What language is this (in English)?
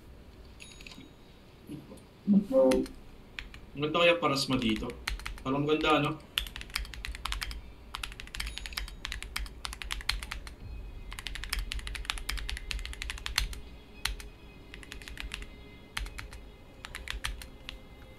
Filipino